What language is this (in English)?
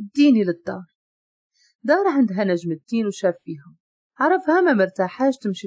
Moroccan Arabic